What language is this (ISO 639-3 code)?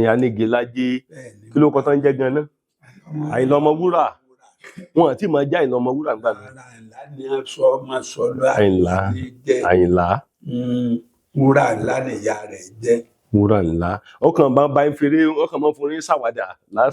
yor